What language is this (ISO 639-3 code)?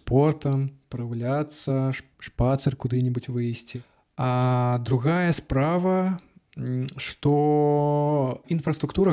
bel